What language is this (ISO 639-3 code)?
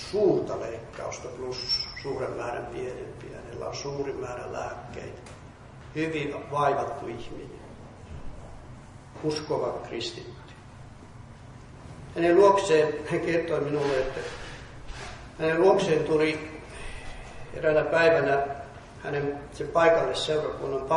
fin